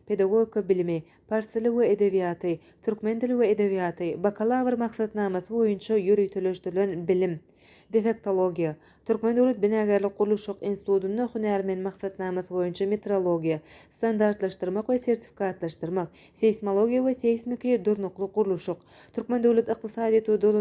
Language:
Turkmen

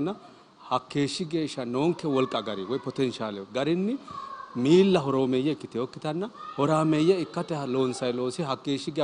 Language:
Sidamo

